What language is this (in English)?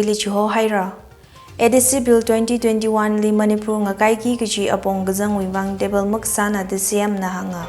Tangkhul Naga (India)